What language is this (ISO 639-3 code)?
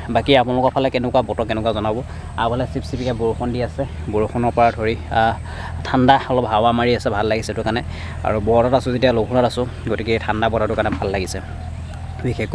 asm